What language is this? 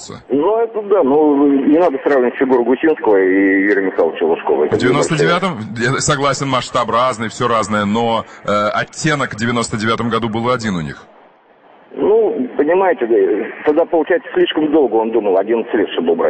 Russian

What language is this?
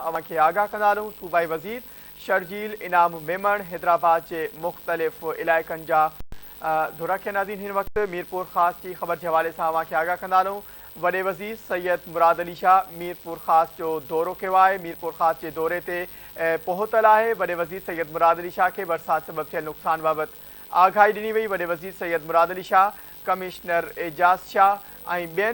Sindhi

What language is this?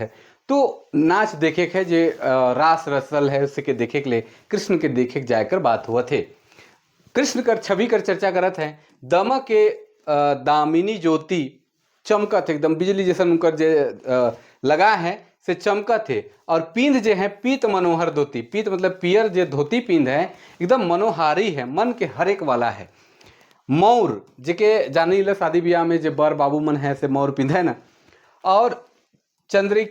Sadri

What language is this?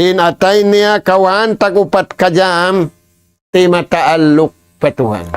Tausug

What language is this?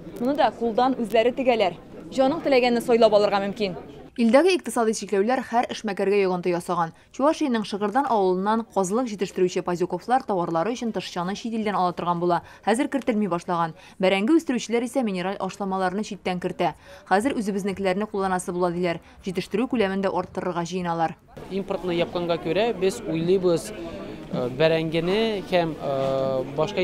Tatar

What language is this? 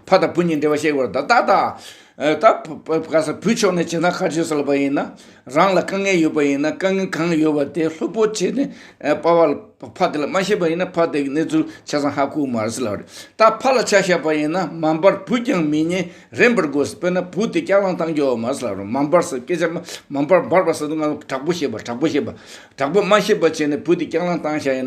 Tibetan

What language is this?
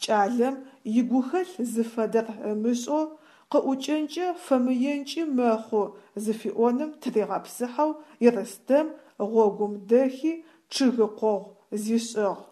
Adyghe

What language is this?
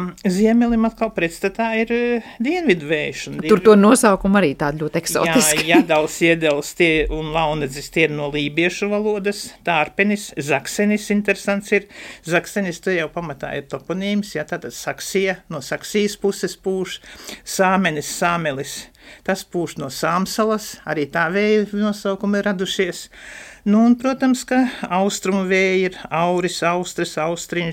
Latvian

